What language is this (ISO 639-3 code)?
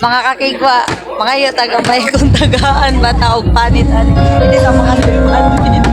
ceb